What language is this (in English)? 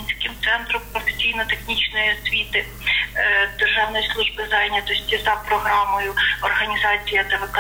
Ukrainian